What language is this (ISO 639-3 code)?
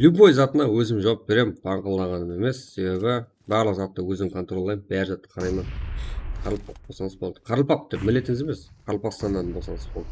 kaa